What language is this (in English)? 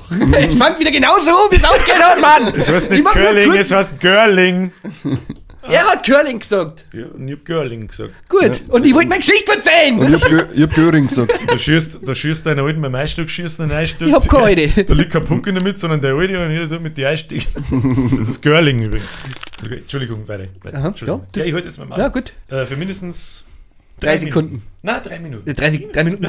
Bavarian